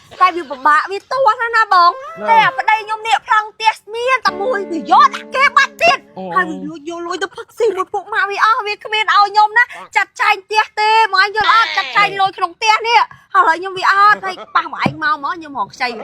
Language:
Khmer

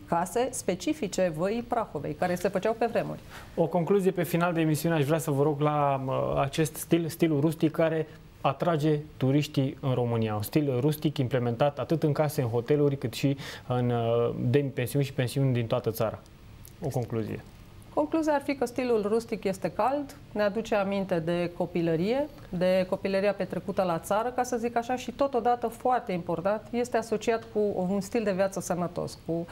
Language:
Romanian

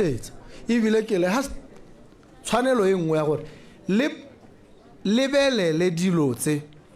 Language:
Tswana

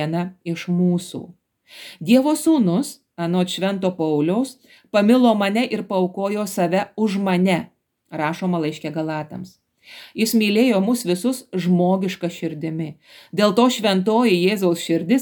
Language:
Lithuanian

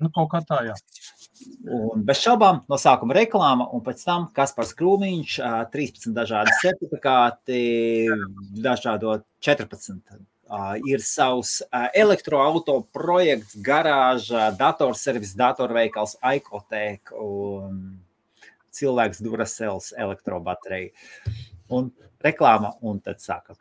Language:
Latvian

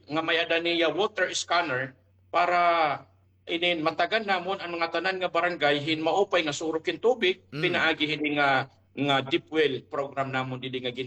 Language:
Waray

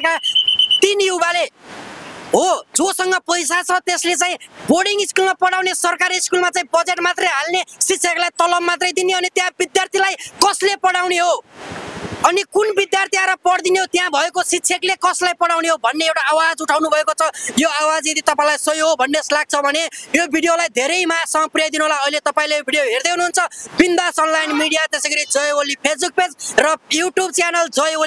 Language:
Nepali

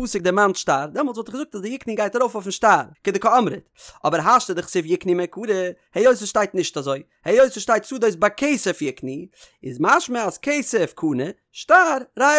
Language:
Yiddish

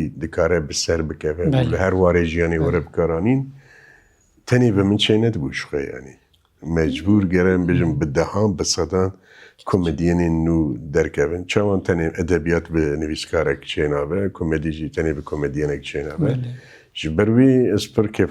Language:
Kurdish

